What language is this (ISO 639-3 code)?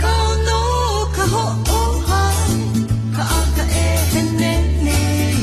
haw